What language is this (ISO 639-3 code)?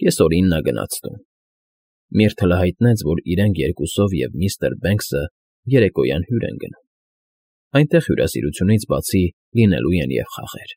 hye